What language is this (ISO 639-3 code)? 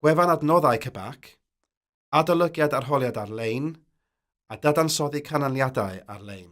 cym